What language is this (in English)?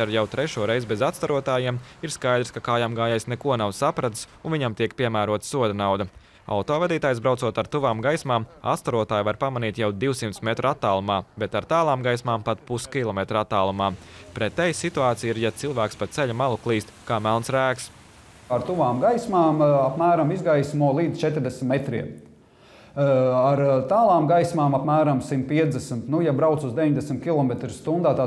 Latvian